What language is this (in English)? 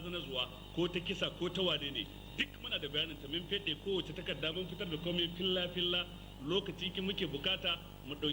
Hausa